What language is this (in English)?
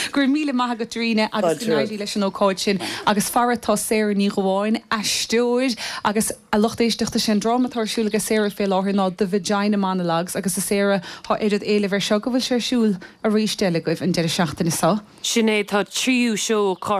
Irish